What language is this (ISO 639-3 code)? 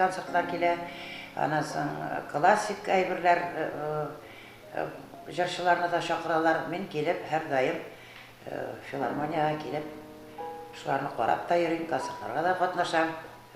tat